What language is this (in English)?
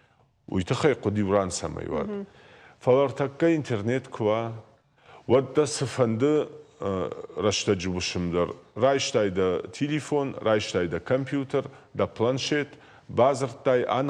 Ossetic